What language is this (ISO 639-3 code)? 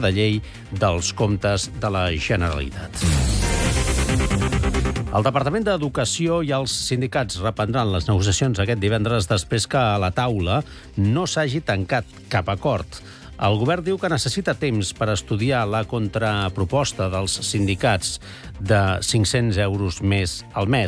cat